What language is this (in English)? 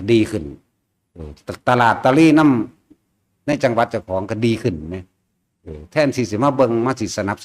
Northeastern Thai